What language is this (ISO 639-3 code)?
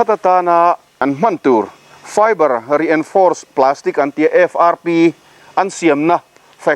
lus